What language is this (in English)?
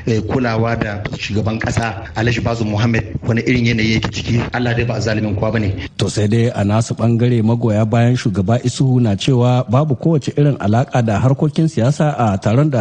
Hausa